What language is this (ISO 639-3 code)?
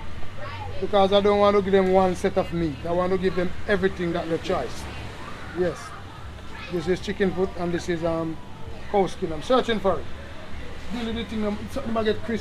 jam